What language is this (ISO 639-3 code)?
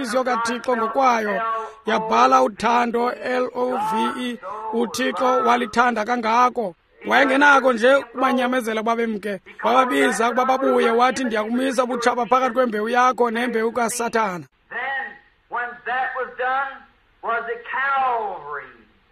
xho